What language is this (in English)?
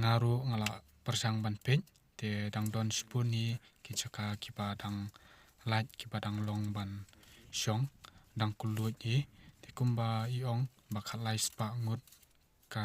Khasi